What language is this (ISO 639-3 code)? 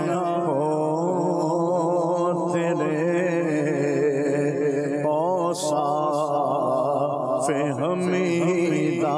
urd